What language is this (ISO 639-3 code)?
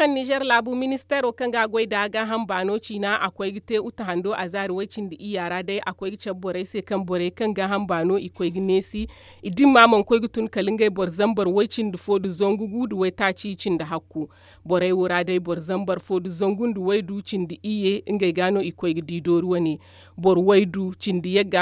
dje